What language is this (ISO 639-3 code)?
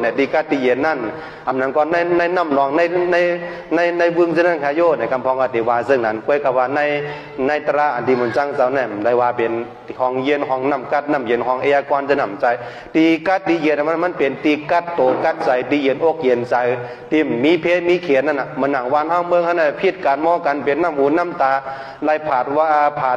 shn